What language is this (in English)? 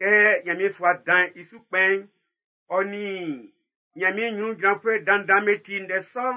Baoulé